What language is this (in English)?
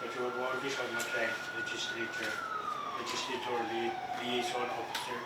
Pohnpeian